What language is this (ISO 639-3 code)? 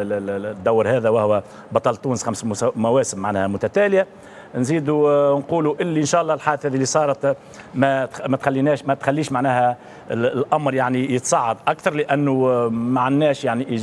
aeb